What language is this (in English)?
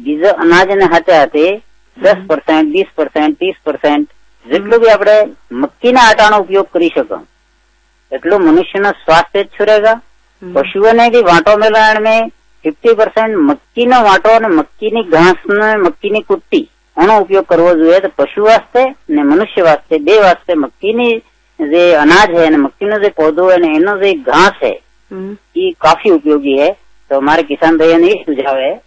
Gujarati